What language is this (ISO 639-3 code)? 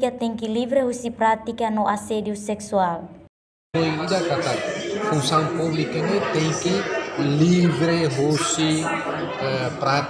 tet